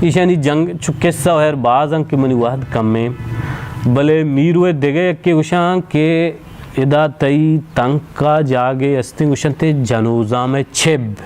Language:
Baluchi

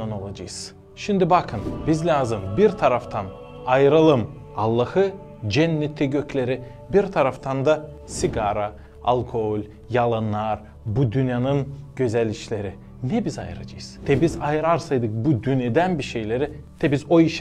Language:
Gagauz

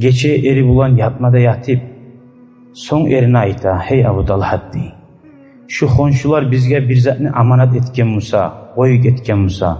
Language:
Kumyk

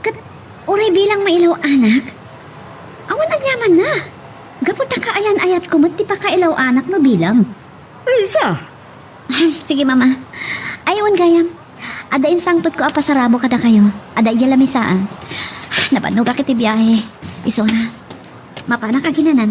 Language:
Iloko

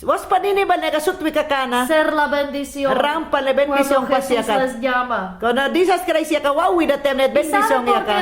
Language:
Mayangna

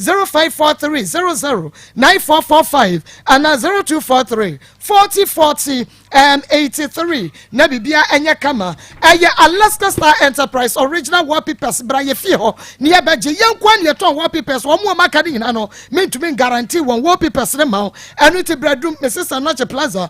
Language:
Akan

